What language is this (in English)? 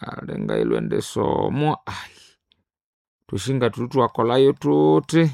Nande